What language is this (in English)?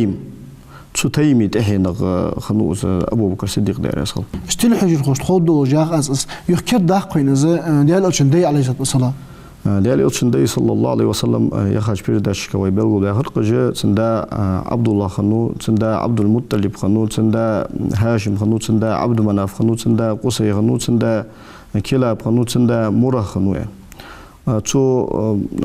Ingush